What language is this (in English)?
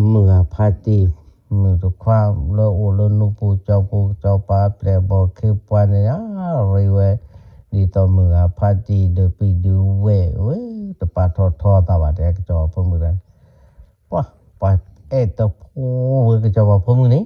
S'gaw Karen